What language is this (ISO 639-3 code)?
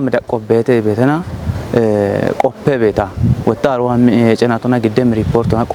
kbr